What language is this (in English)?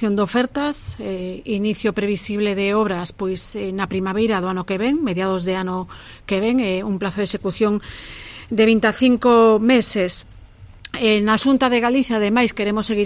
Galician